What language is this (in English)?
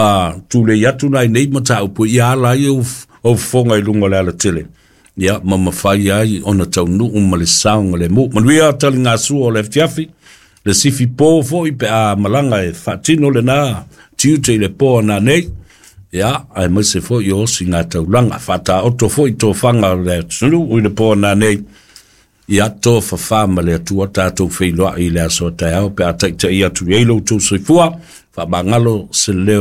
Samoan